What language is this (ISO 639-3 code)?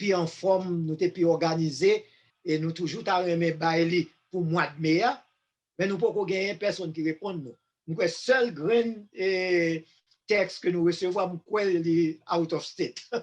hat